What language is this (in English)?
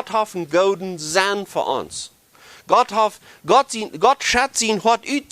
Plautdietsch